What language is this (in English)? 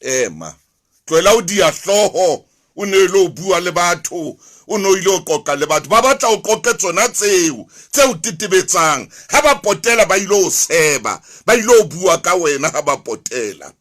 Southern Sotho